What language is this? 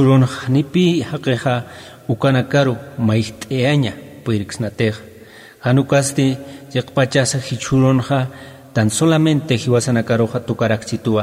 Aymara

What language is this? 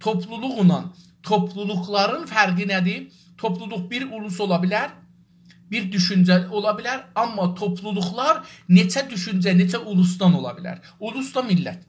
South Azerbaijani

